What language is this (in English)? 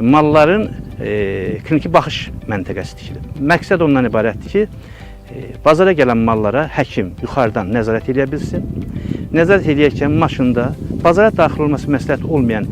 Azerbaijani